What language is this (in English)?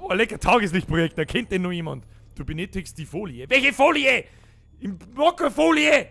Bavarian